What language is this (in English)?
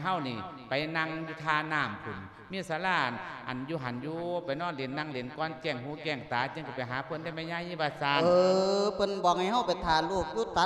Lao